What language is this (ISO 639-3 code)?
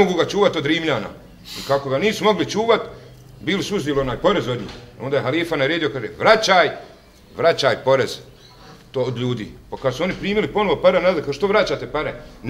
bos